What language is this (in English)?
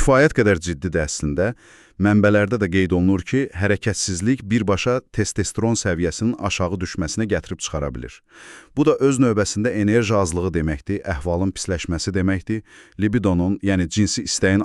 Azerbaijani